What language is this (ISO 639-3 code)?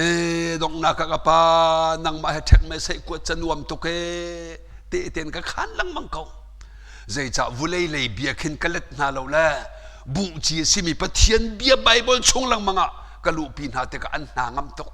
cnh